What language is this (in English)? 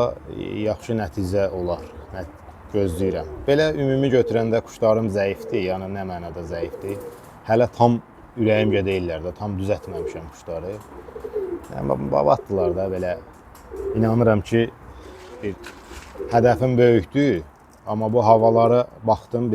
Azerbaijani